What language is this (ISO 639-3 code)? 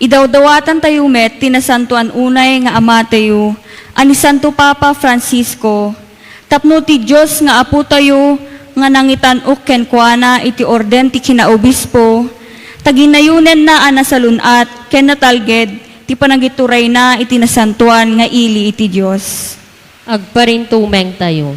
ilo